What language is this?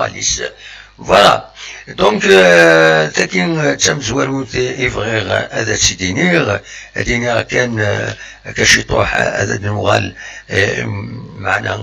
Kabyle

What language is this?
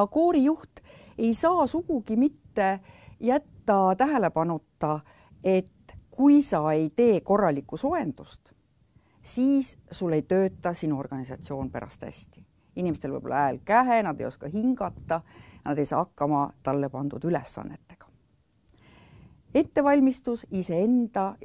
Estonian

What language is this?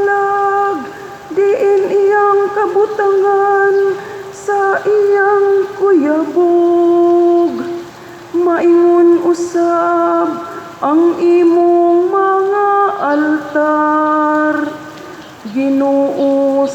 Cebuano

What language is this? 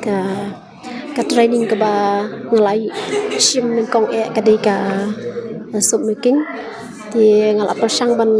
Khasi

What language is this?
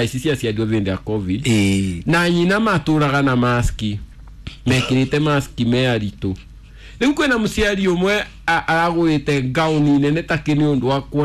Kikuyu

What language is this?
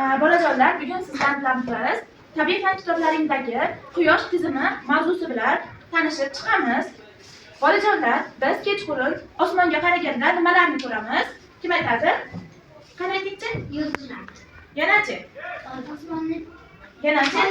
Uzbek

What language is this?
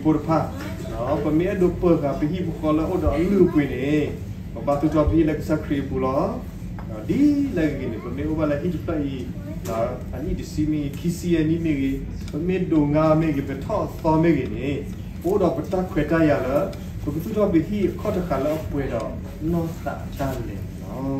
S'gaw Karen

